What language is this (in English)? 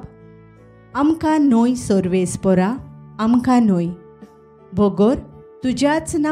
Konkani